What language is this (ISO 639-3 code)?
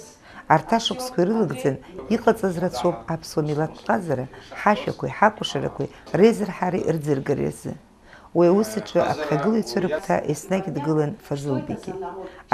abk